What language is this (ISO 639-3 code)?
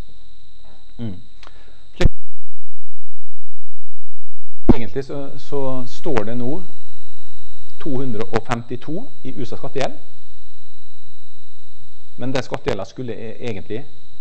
nor